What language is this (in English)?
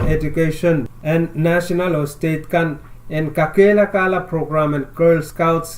Pohnpeian